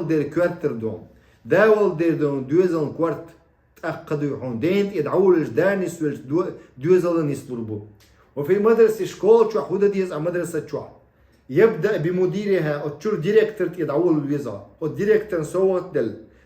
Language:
Chechen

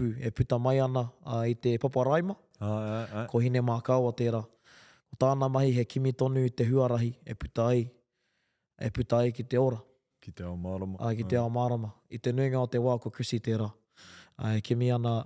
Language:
Māori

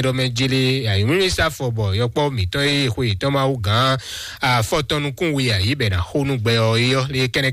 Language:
Fon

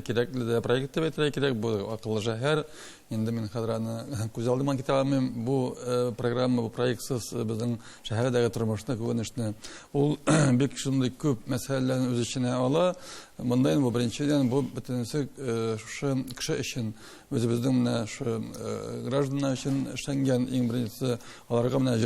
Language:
Tatar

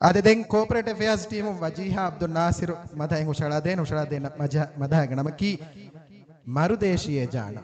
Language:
Divehi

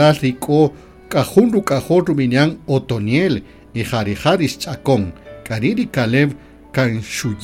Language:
Kaqchikel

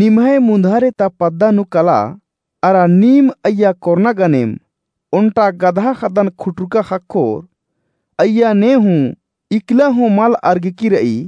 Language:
Kurukh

